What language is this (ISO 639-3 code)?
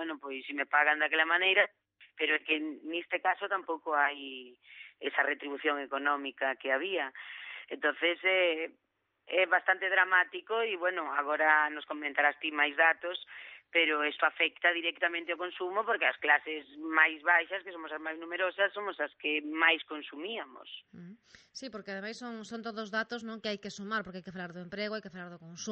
glg